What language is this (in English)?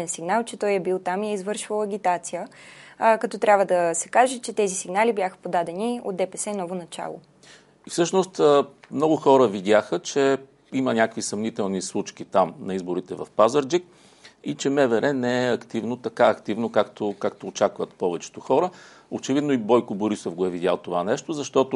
Bulgarian